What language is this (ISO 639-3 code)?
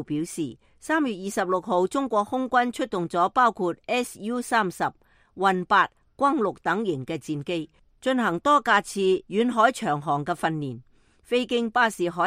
yue